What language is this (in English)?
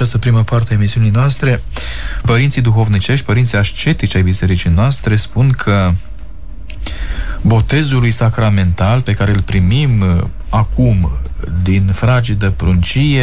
Romanian